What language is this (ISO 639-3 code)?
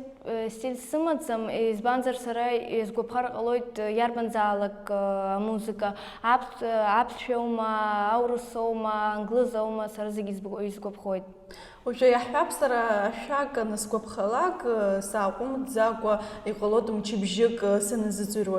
abk